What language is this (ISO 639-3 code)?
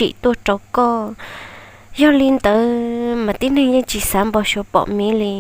hmn